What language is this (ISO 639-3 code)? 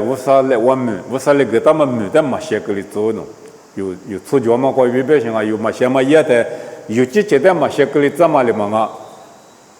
lis